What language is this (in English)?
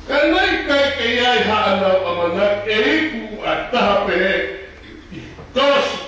Tongan